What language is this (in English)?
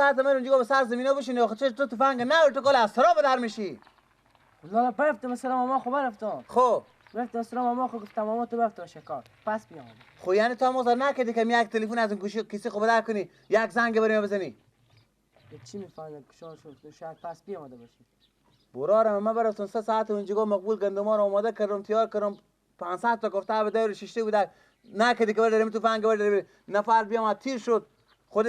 Persian